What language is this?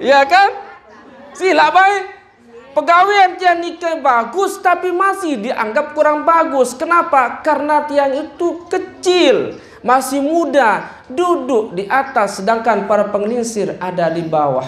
Sasak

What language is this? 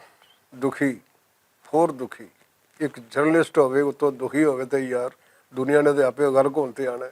Western Panjabi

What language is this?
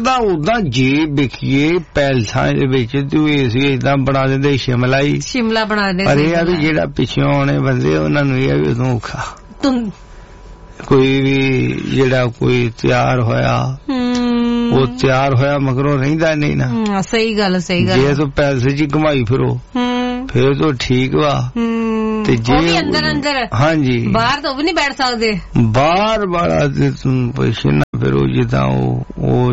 Punjabi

